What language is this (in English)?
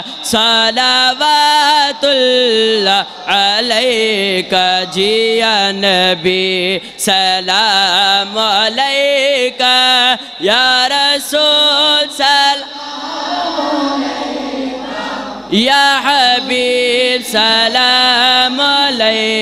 Urdu